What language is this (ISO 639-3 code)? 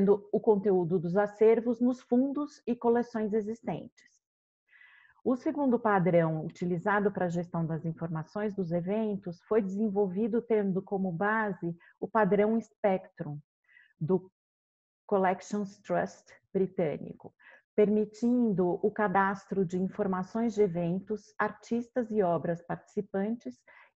por